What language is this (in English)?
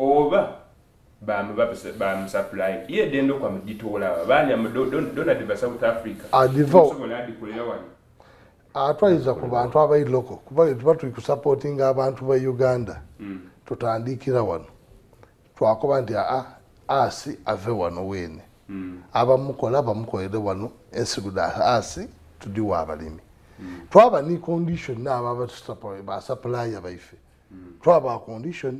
Soga